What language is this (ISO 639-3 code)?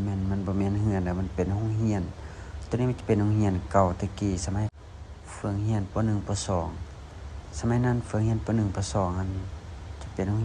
lao